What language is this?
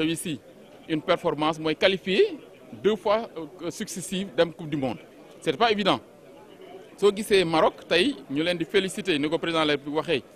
Wolof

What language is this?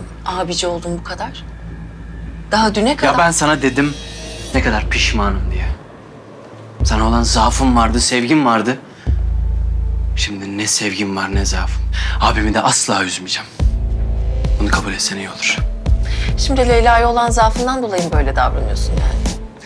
Turkish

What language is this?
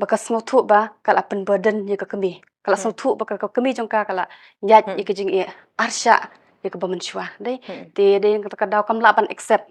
Khasi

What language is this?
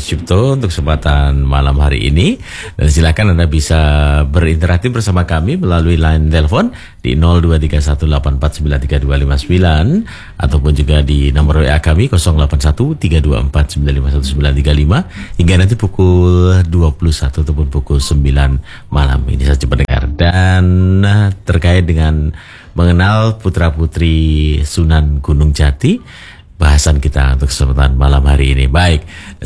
Indonesian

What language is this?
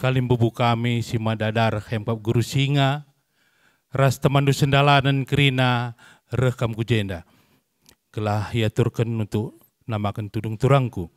Batak Karo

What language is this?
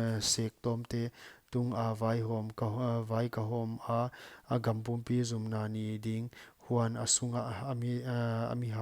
Paite Chin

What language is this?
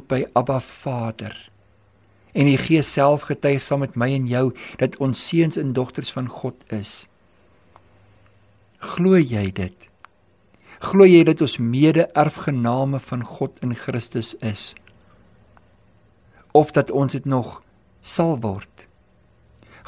Afrikaans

